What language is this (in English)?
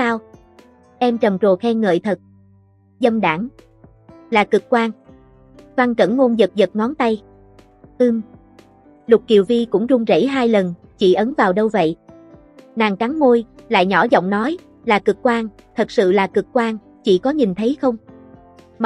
Vietnamese